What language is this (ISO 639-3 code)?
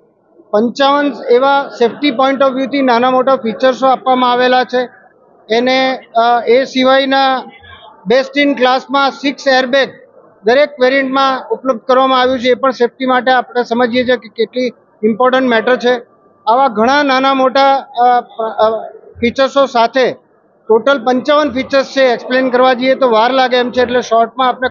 guj